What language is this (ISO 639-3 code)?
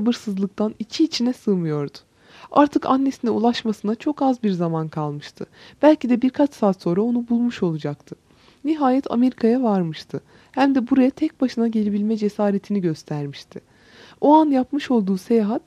tur